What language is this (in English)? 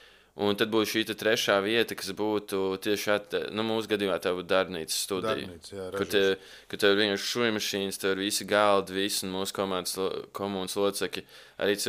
Latvian